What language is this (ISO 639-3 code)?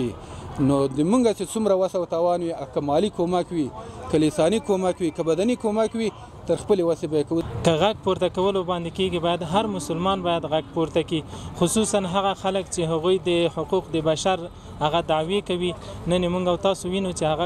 pus